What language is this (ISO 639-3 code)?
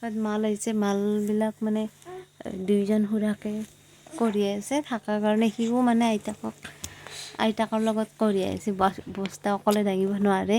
asm